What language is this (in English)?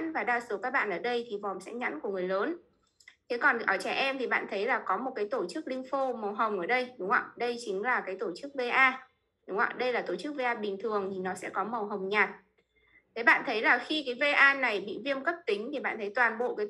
Vietnamese